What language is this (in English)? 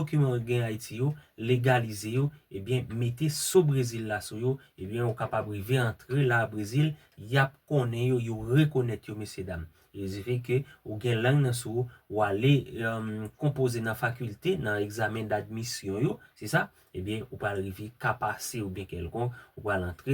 Haitian Creole